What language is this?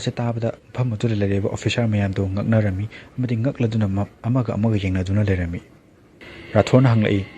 Manipuri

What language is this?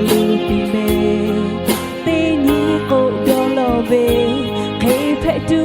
Lahu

